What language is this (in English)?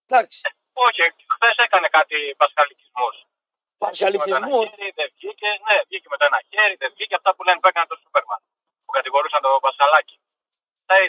Greek